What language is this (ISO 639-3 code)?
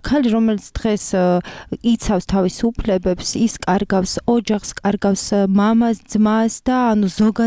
kat